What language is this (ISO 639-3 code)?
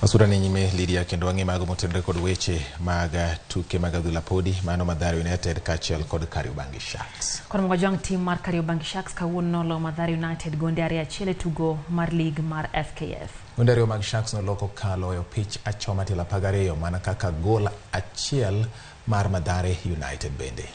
luo